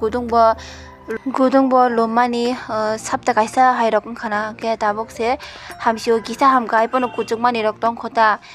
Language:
Kok Borok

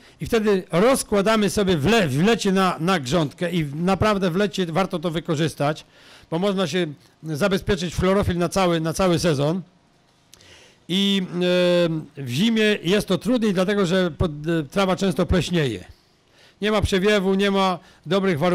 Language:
Polish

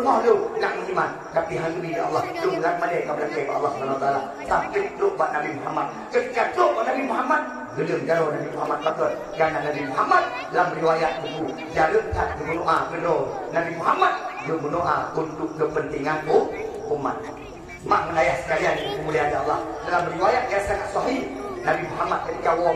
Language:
Achinese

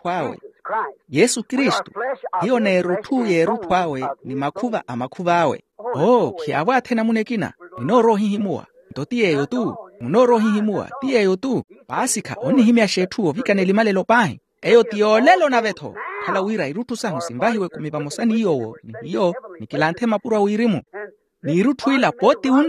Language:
Makhuwa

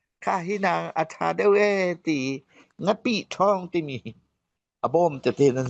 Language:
Falam Chin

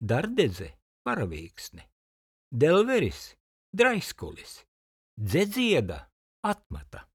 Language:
Latvian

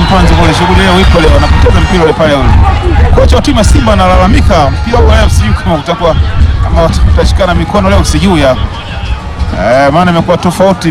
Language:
Swahili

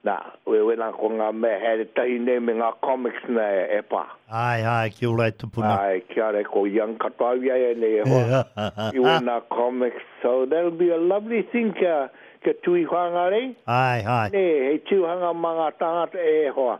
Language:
Māori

